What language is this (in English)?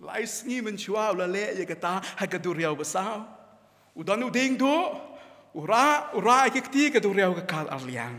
Khasi